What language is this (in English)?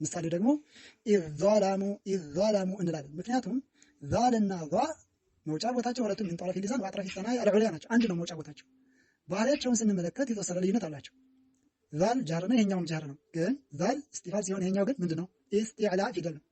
Amharic